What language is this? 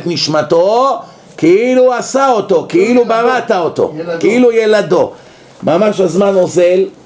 Hebrew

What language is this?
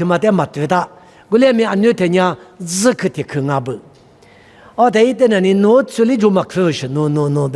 Lisu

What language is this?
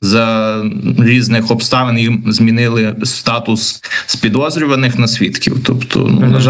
Ukrainian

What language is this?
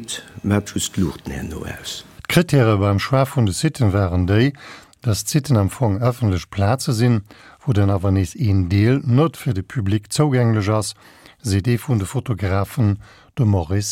Luxembourgish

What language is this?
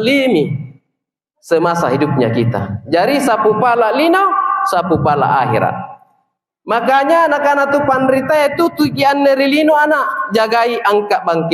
Makasar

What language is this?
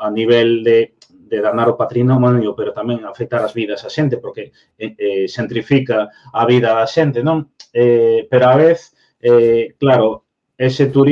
Galician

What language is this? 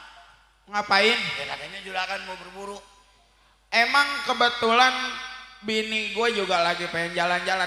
Betawi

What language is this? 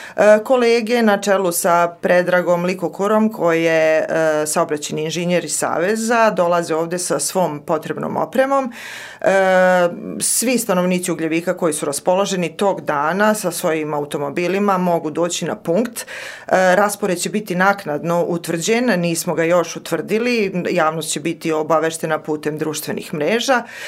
Serbian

